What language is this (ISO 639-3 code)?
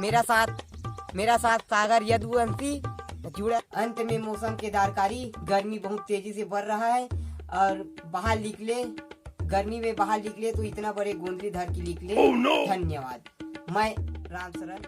hne